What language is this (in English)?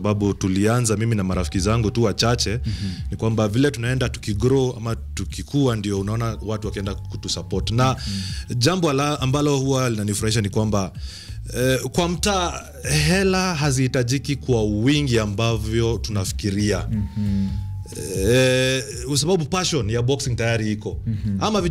Swahili